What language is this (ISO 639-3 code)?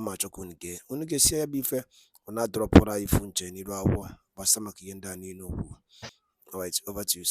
ibo